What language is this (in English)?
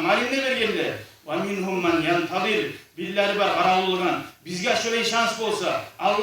Kumyk